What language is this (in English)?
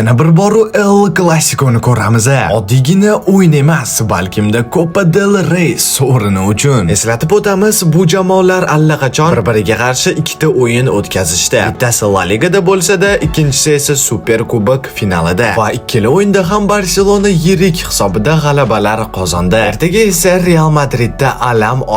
Uzbek